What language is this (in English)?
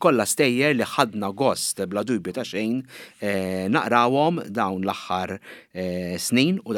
Maltese